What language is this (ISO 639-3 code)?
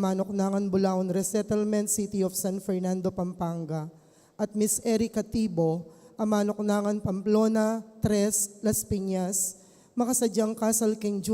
pam